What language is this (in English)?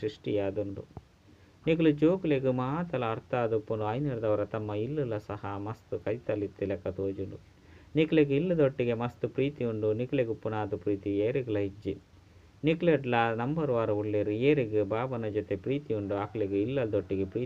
Tulu